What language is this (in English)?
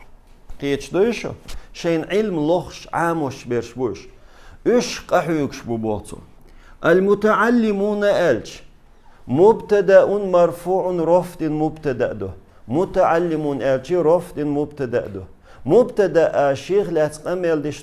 Chechen